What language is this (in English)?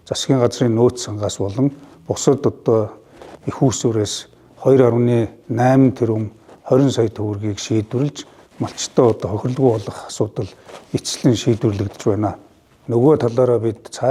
Mongolian